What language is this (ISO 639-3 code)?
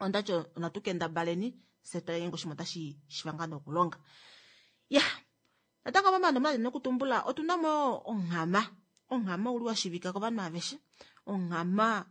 kua